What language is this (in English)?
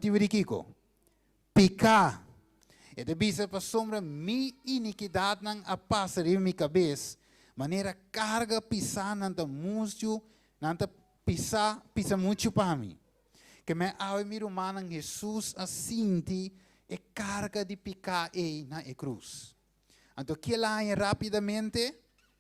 Papiamento